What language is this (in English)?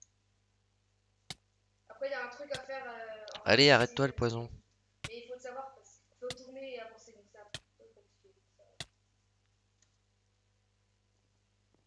French